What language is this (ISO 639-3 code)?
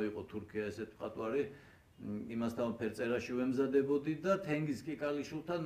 kat